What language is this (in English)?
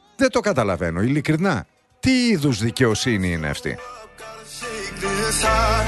Greek